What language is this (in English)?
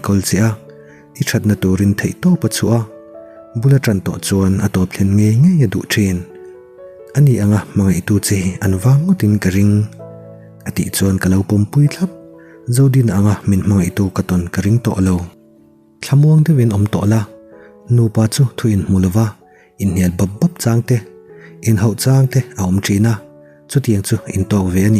Mizo